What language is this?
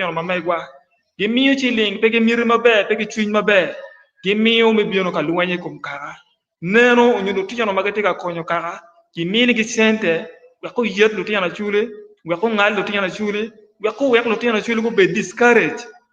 Acoli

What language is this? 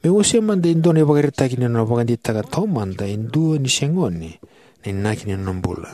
Fijian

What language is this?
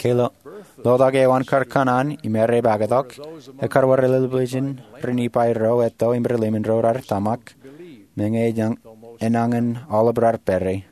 Marshallese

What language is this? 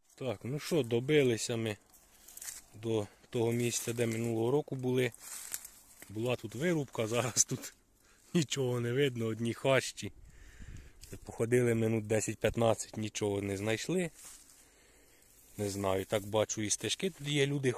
Ukrainian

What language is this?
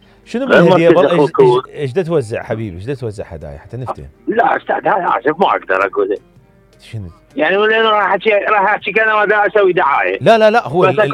Mesopotamian Arabic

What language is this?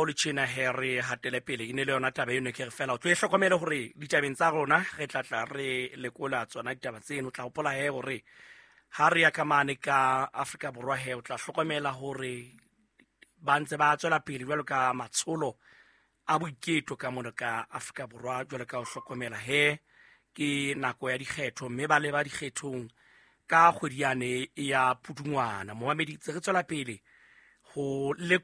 Southern Sotho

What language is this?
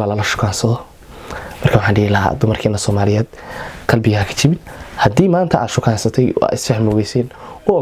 Somali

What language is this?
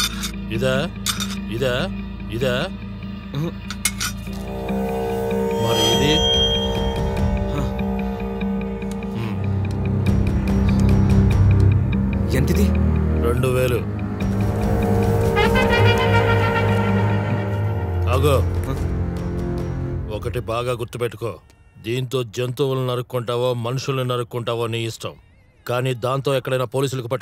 Telugu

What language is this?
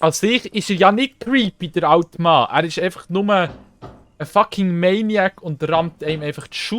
Swiss German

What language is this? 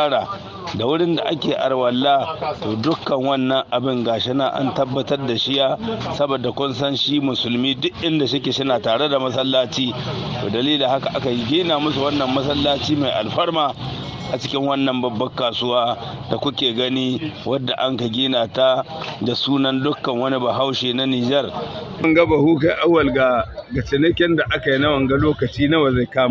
Hausa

